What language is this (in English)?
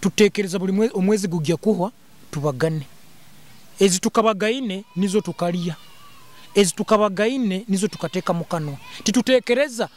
Nyoro